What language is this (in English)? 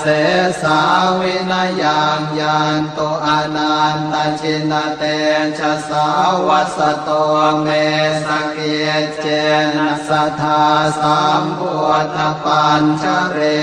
Pali